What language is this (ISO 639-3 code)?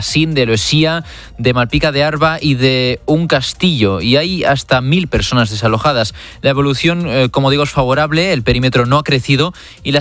spa